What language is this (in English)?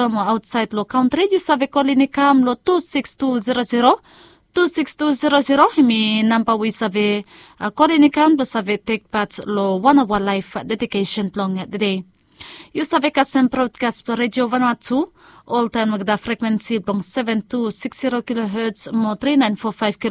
Bislama